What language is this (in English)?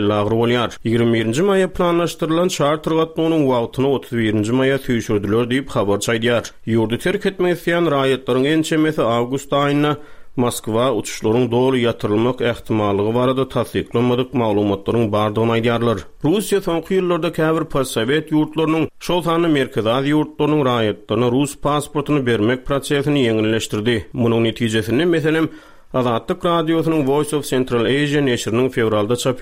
Turkmen